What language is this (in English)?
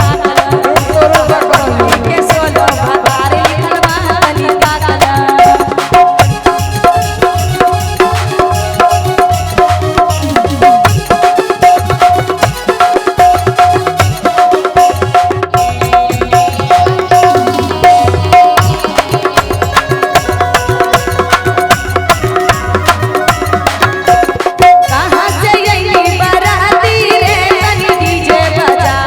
Bhojpuri